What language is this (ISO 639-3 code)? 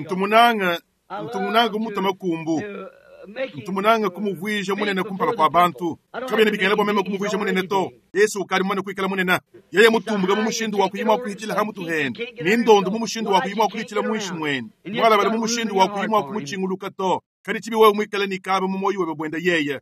lua